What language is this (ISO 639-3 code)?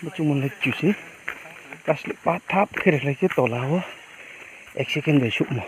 ria